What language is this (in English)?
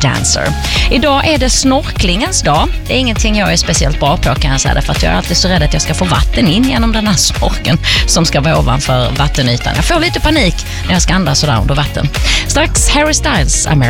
Swedish